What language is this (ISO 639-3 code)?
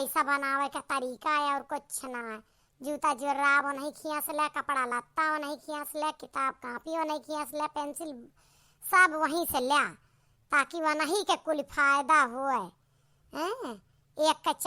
awa